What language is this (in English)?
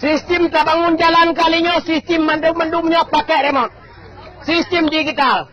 Achinese